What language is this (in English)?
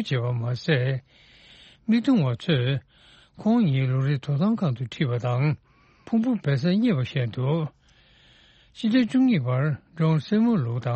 Tibetan